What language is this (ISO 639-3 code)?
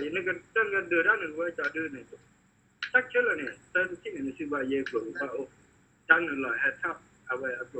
ksw